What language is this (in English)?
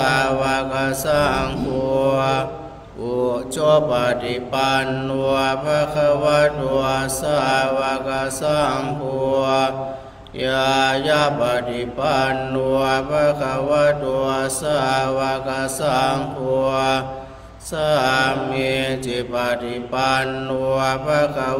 Pali